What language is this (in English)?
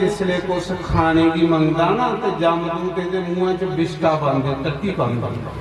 Dogri